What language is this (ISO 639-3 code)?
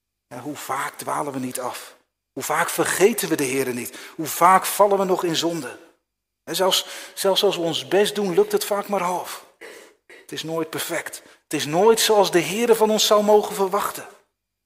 nld